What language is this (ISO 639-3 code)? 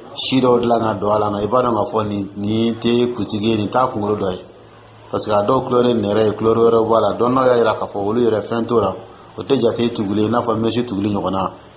dyu